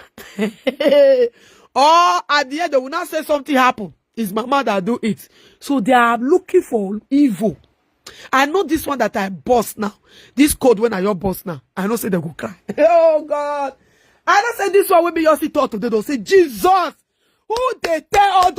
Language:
Nigerian Pidgin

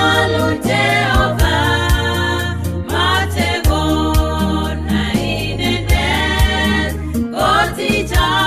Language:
Kalenjin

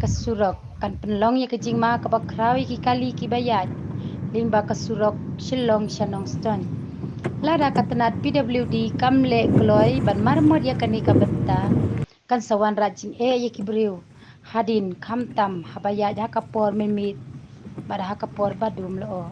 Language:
Khasi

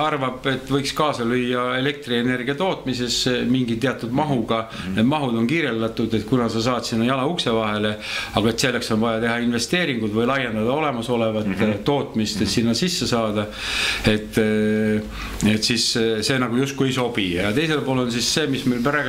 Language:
Estonian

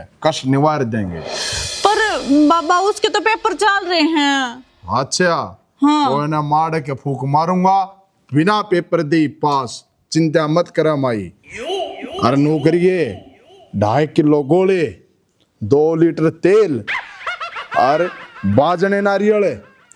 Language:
Haryanvi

